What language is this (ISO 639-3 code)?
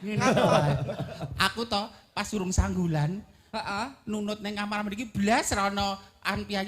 jav